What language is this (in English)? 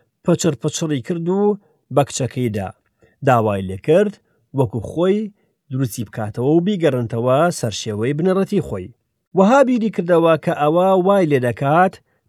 Central Kurdish